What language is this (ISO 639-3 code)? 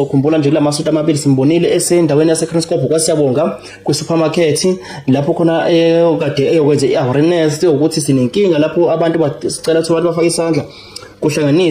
zul